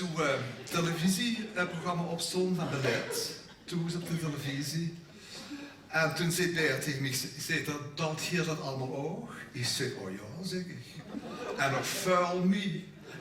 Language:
Limburgish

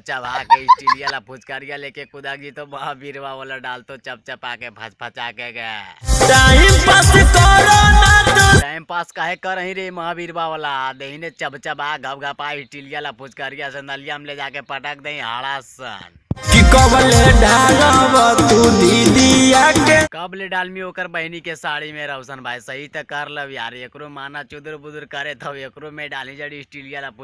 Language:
Magahi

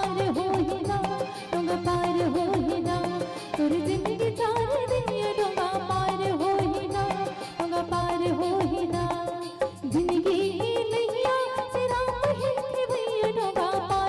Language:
Chhattisgarhi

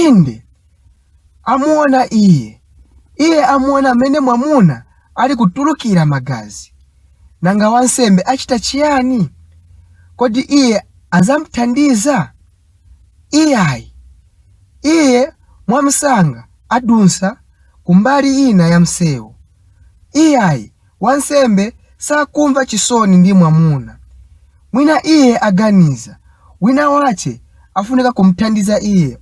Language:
Nyanja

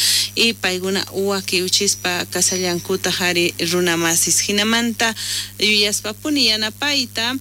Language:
South Bolivian Quechua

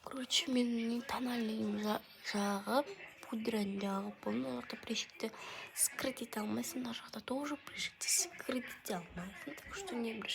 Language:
Kazakh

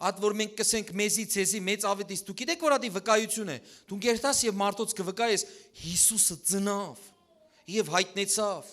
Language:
Western Armenian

